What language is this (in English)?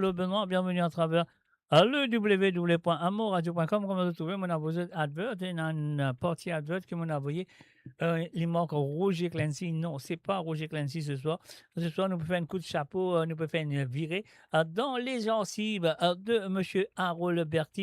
Morisyen